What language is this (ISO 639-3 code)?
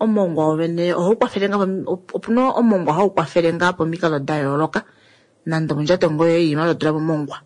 kua